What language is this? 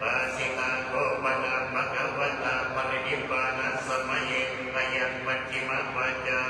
Pali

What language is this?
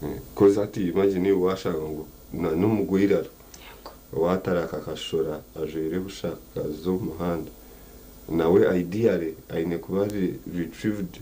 Nyankole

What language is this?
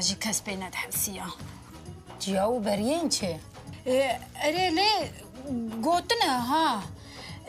Kurdish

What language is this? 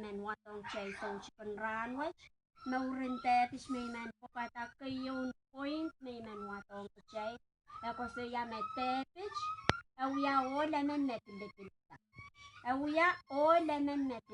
Pohnpeian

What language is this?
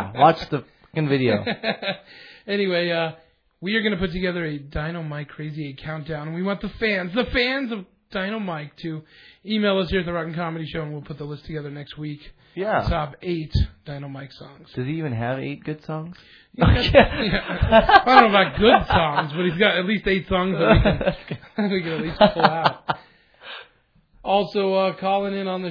English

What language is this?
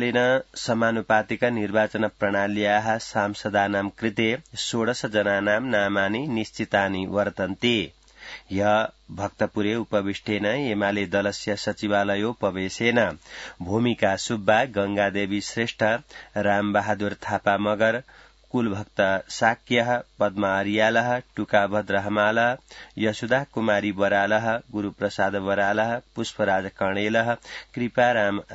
Sanskrit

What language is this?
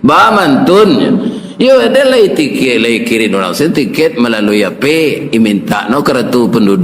Minangkabau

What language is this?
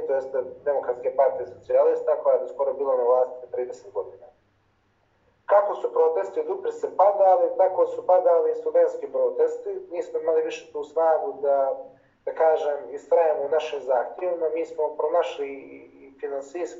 Serbian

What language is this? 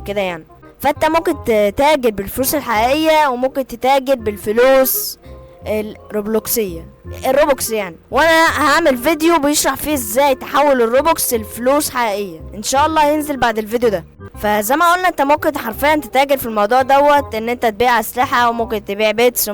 Egyptian Arabic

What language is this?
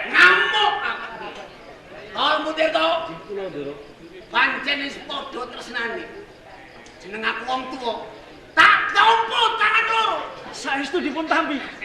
Javanese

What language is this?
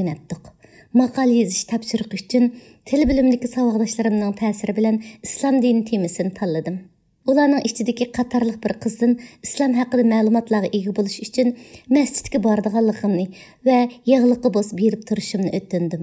Uyghur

